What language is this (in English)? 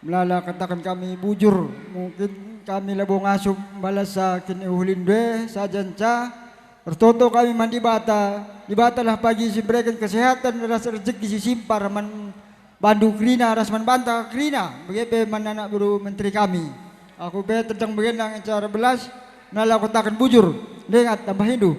Batak Karo